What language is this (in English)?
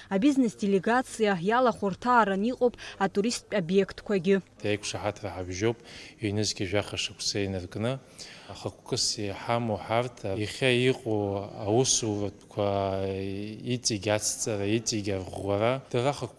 Abkhazian